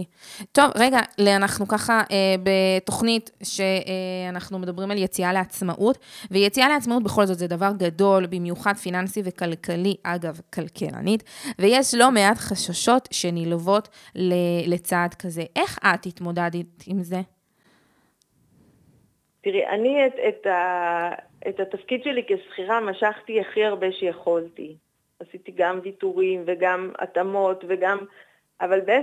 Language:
Hebrew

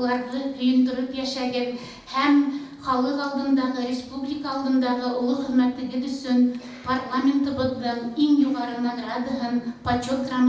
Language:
Bashkir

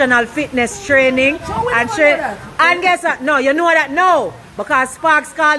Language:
Jamaican Creole English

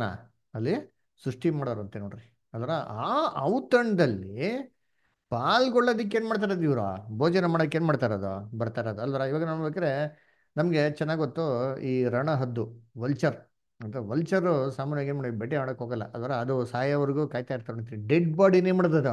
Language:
Kannada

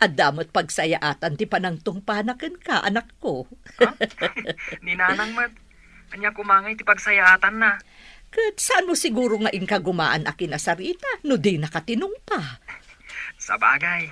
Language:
Iloko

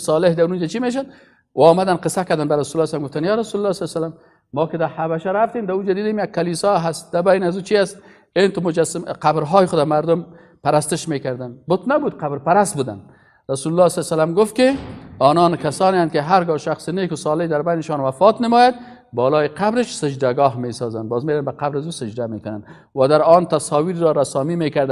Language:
Persian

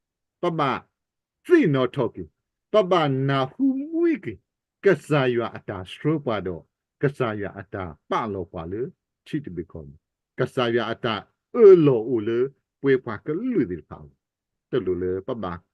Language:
S'gaw Karen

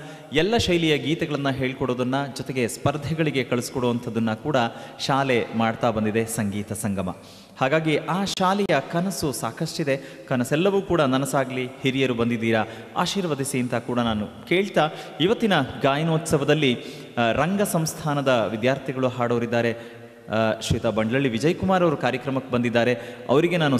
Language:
Kannada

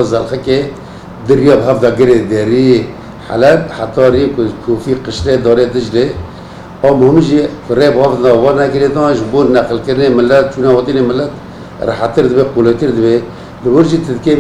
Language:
Kurdish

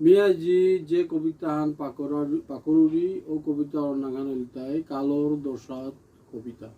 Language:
Bishnupriya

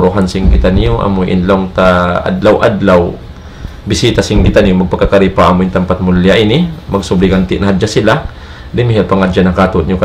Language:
Tausug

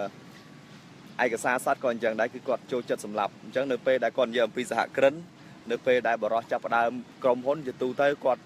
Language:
Khmer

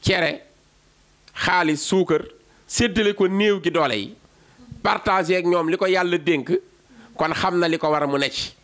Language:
Wolof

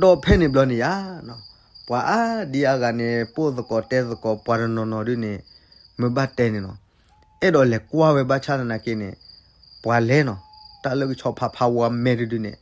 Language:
S'gaw Karen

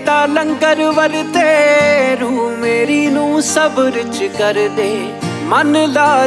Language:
Punjabi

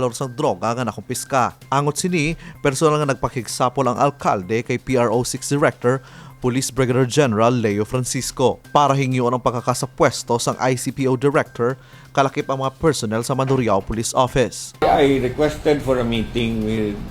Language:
Hiligaynon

